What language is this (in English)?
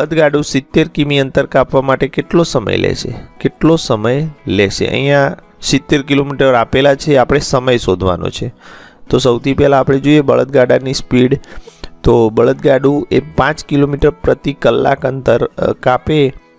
Gujarati